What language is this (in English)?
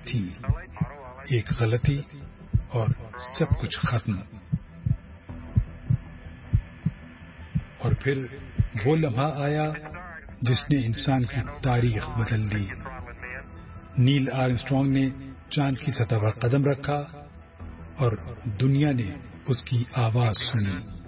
Urdu